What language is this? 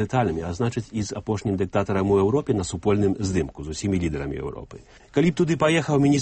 Belarusian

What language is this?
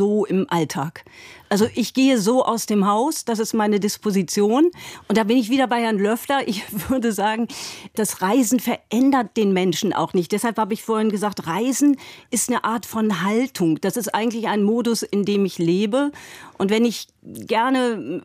German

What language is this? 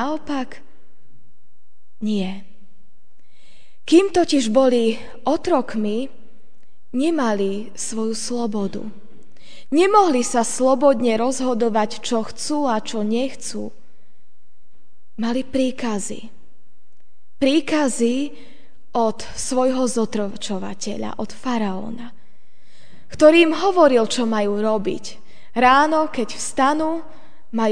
Slovak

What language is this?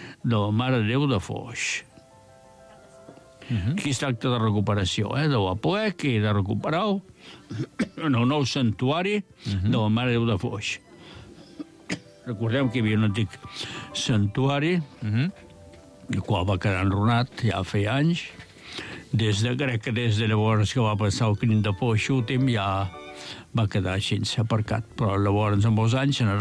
Catalan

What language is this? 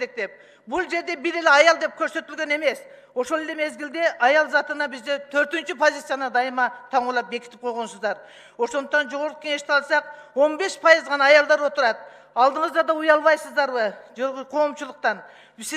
Kyrgyz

